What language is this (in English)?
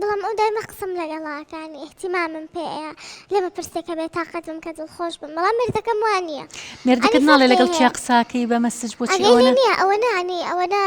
Central Kurdish